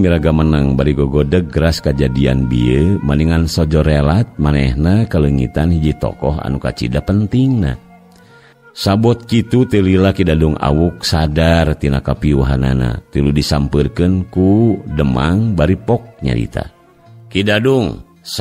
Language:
Sundanese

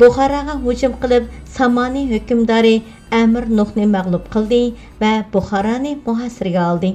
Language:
Uyghur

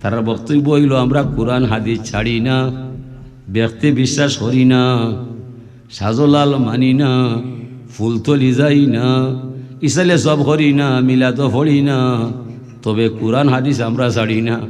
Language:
Sylheti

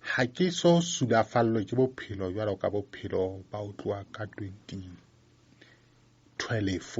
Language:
Southern Sotho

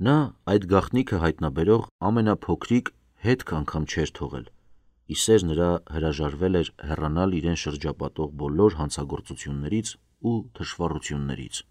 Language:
Armenian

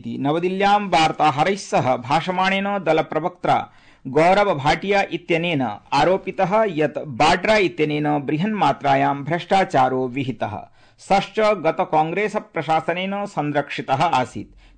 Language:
Sanskrit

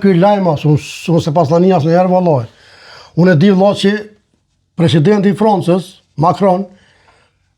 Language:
Albanian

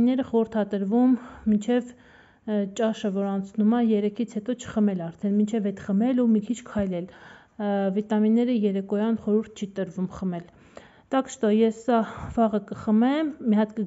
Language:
Armenian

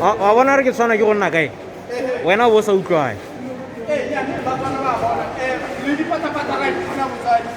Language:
Tswana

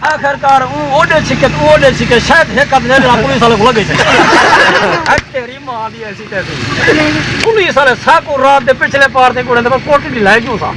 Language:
Saraiki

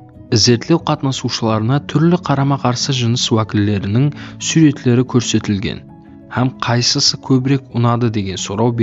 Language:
Kara-Kalpak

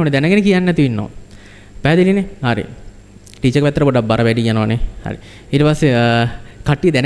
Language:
Sinhala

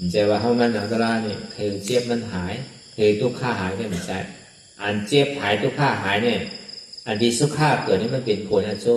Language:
Shan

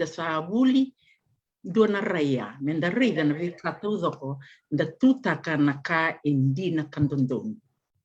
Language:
Fijian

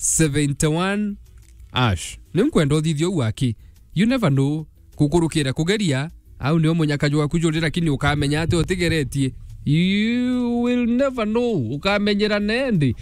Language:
Meru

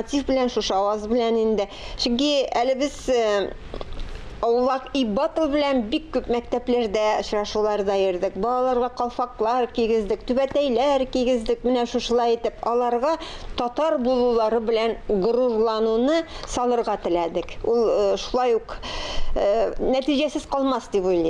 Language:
Tatar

